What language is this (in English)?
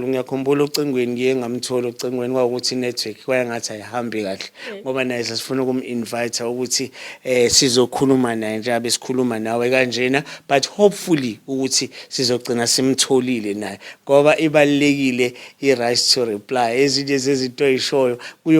Zulu